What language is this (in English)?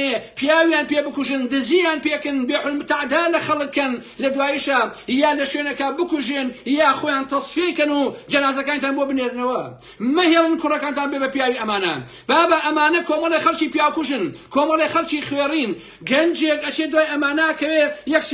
Central Kurdish